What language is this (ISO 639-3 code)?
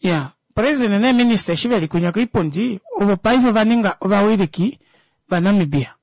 kua